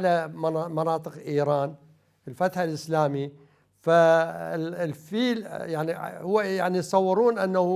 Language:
Mesopotamian Arabic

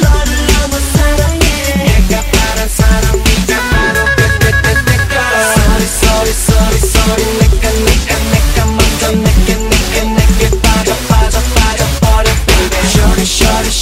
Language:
Korean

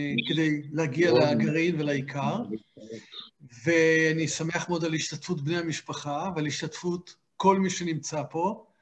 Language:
Hebrew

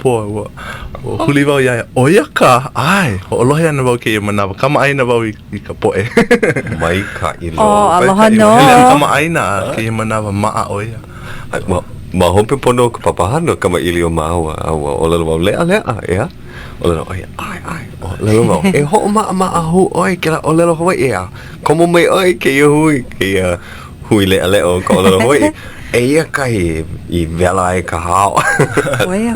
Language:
Hawaiian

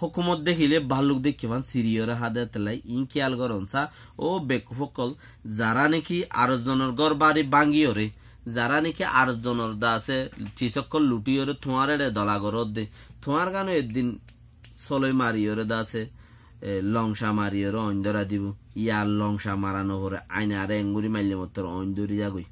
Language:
Rohingya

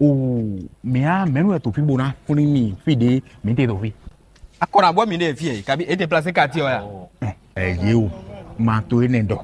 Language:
Fon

